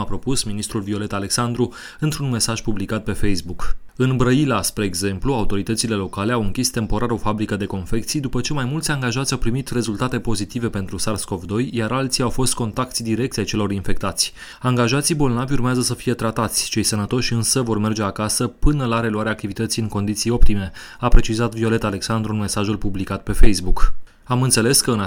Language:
Romanian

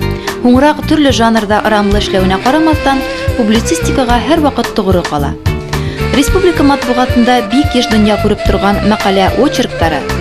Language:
Bashkir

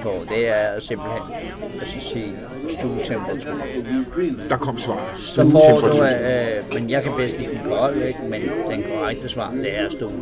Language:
Danish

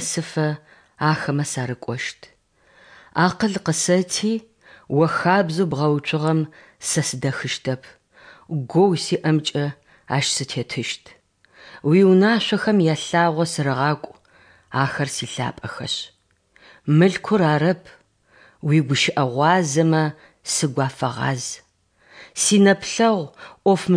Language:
Adyghe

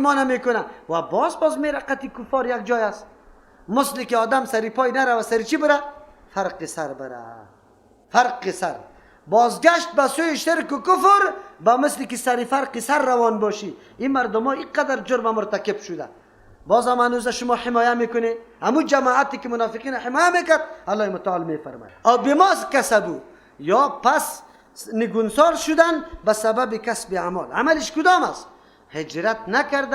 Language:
Persian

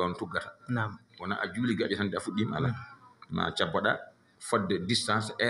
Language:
Fula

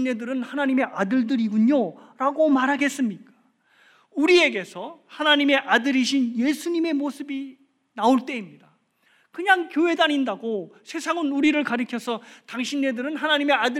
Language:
Korean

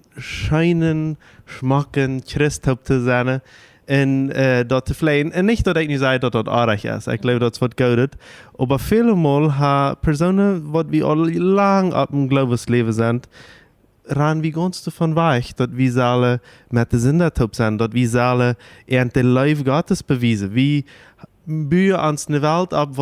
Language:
Plautdietsch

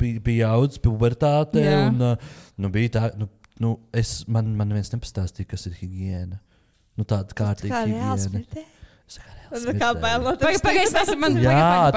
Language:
Latvian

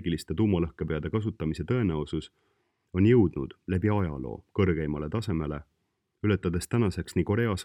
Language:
Estonian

